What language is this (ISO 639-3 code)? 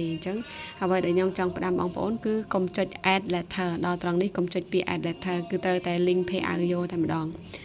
khm